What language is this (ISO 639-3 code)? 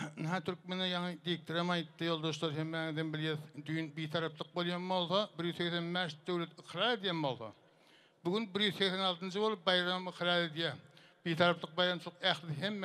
tuk